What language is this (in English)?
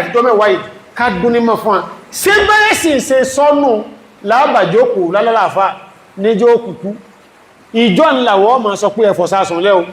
Yoruba